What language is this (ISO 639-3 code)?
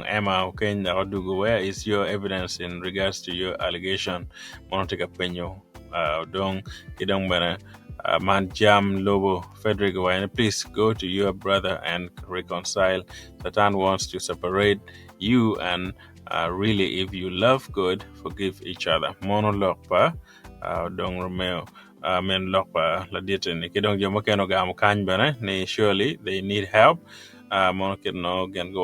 ach